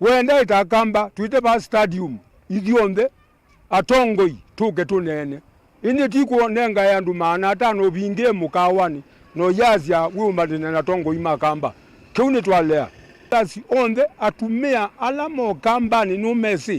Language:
Kamba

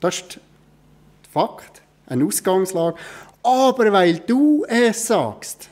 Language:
Swiss German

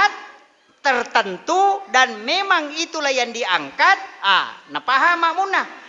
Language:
Buginese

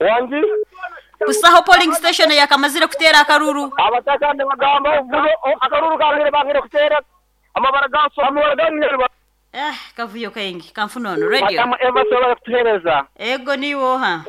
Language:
Nyoro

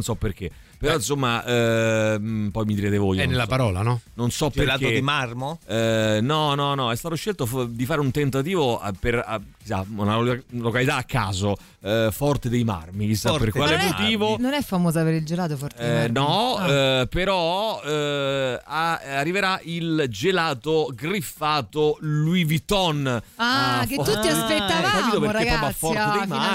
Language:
Italian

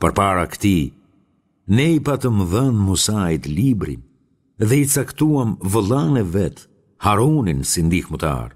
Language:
Albanian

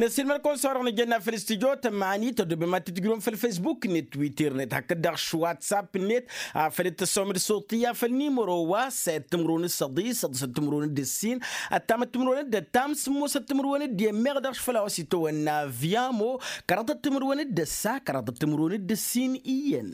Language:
Tamasheq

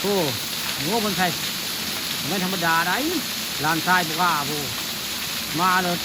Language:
Northeastern Thai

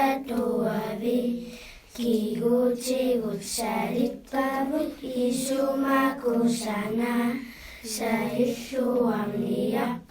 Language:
Kalaallisut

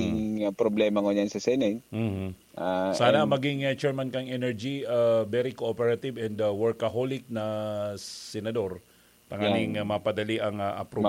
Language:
Bikol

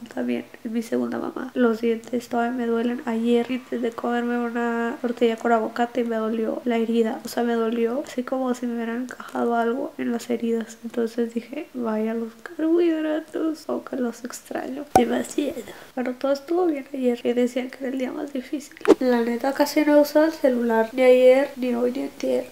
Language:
Spanish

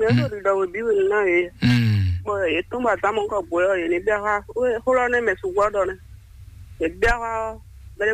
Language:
Fon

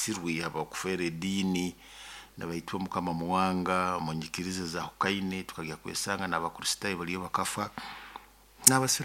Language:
Nyoro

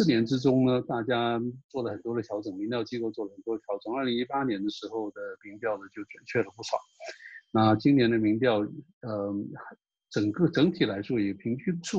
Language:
Chinese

